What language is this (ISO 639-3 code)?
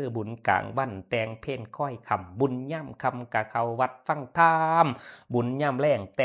tts